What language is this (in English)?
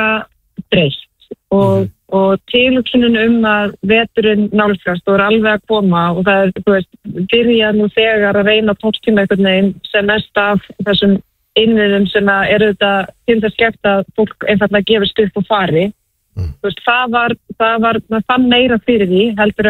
Icelandic